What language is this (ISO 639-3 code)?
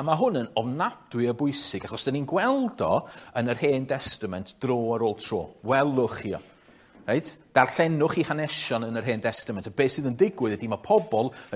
cym